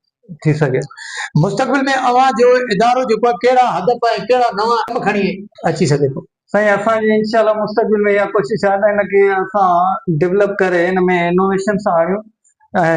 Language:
Sindhi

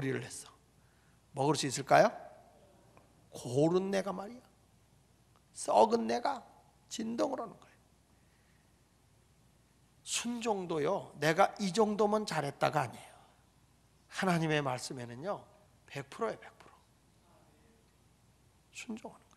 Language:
Korean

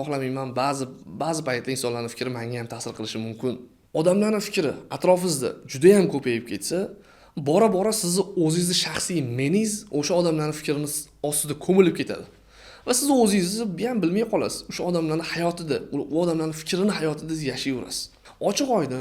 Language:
Uzbek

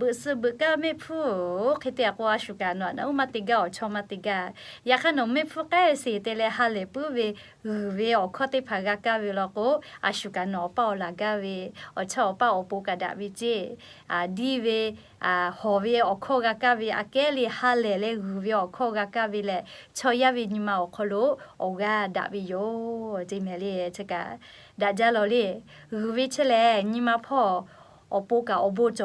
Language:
Lahu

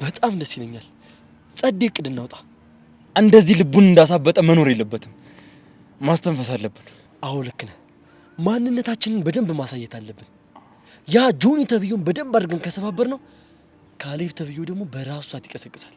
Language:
Amharic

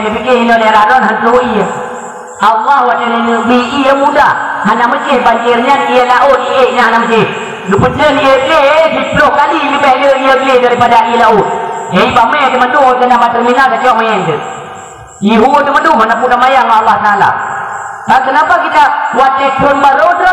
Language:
Achinese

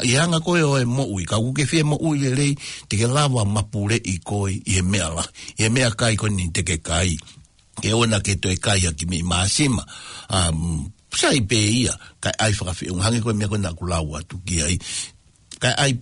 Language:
Tongan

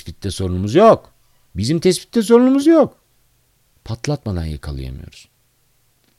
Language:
Turkish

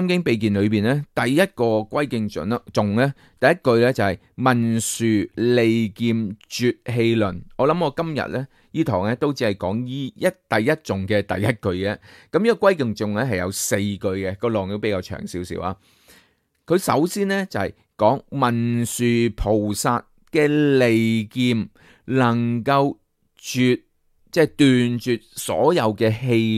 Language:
Cantonese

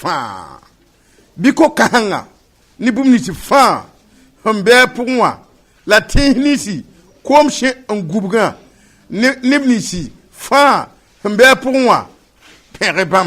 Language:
Mossi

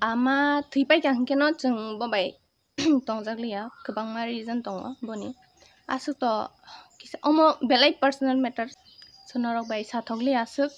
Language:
Kok Borok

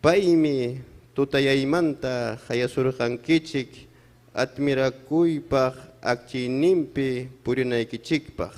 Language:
Ayacucho Quechua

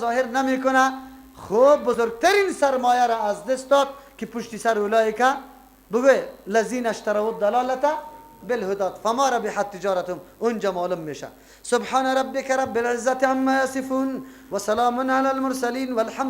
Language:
Persian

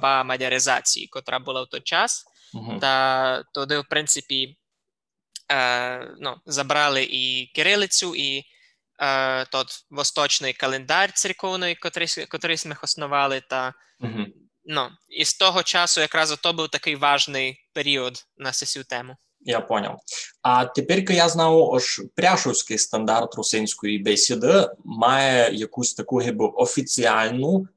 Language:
Rusyn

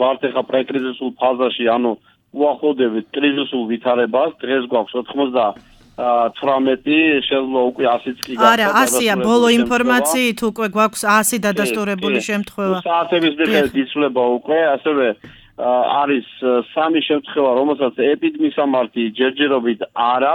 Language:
Georgian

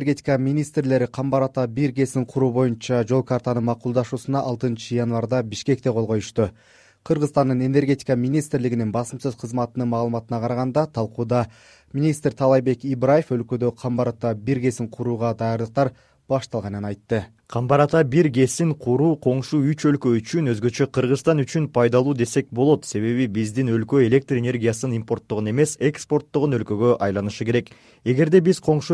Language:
Kyrgyz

